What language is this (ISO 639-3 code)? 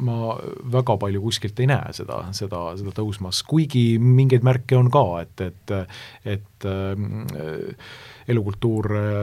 est